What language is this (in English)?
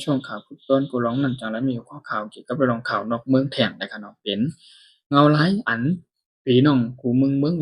Shan